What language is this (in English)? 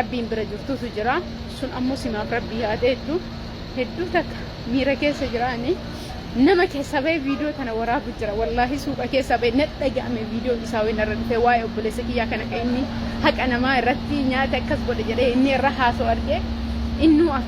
Oromo